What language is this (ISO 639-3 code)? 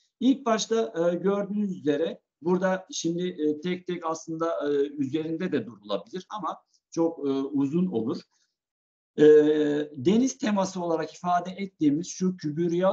tur